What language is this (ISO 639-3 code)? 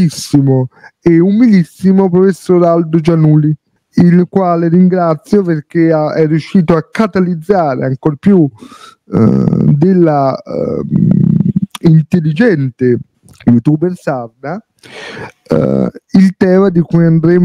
ita